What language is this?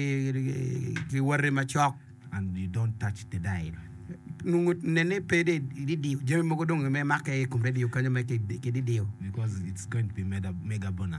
Acoli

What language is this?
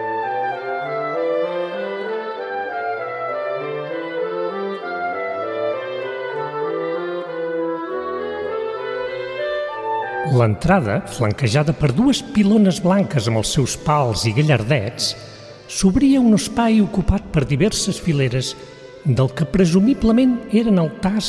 Catalan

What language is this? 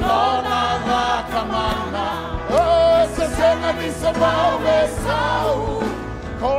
Fijian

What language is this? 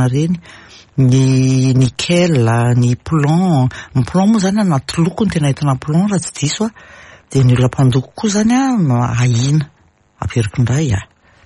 Malagasy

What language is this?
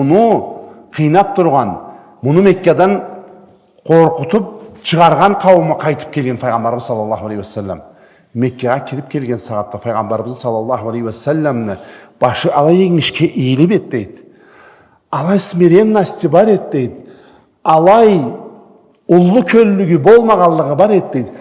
Karachay-Balkar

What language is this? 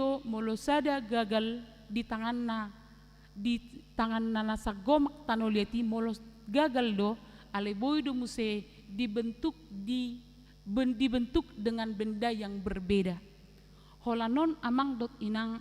Batak Toba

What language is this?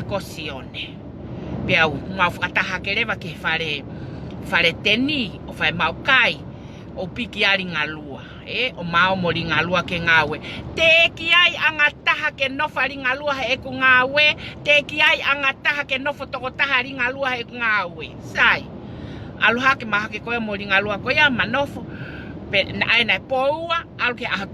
Tongan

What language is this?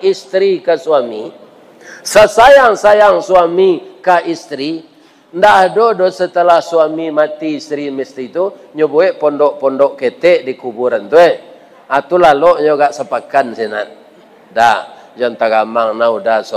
Minangkabau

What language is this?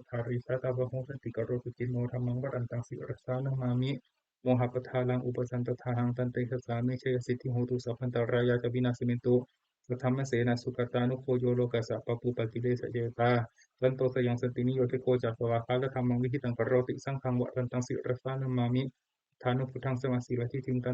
Pali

